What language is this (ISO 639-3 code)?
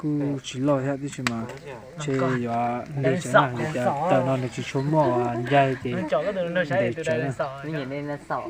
hmn